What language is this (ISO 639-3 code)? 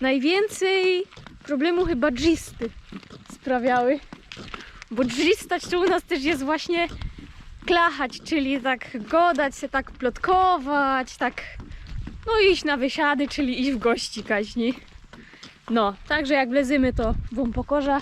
szl